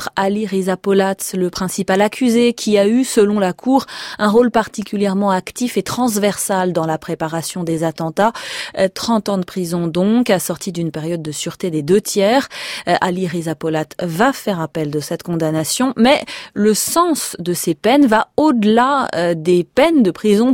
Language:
French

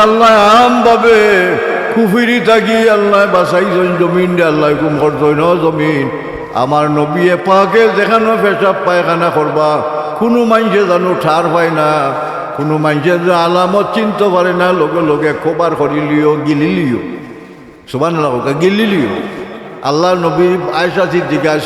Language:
Sylheti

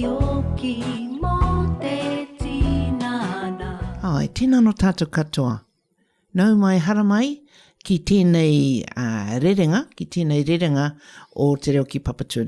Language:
Māori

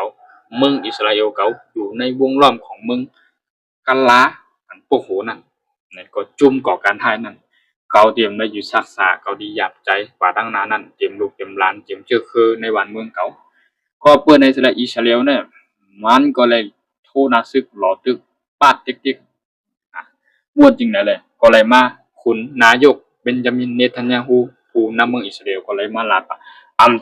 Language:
Shan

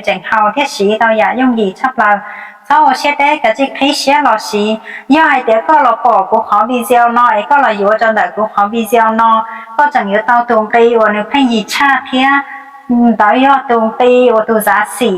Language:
Hmong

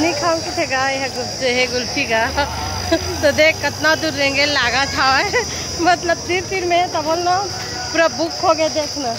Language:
Chhattisgarhi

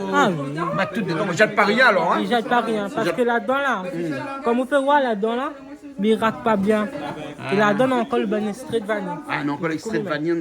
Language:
Réunion Creole French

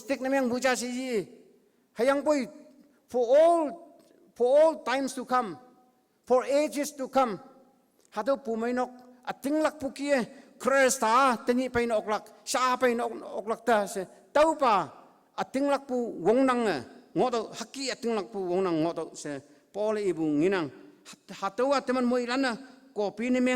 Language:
Konyak Naga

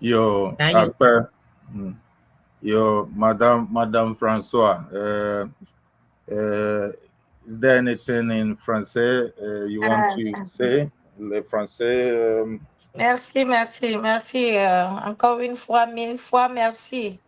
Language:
Ewe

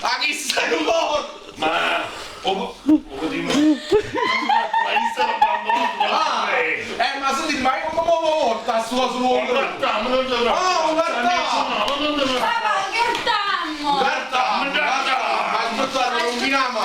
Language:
Neapolitan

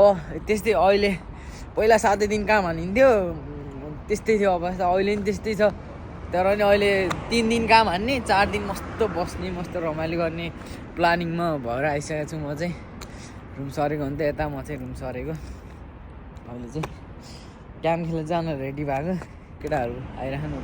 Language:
Nepali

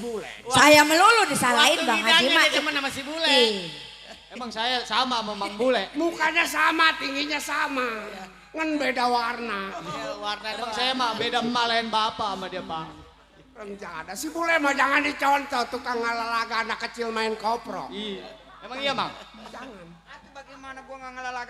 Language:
Betawi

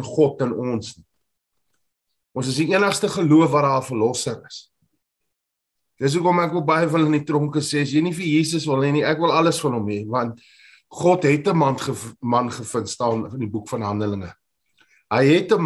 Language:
Afrikaans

